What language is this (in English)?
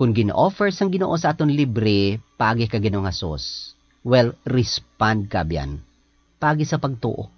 Hiligaynon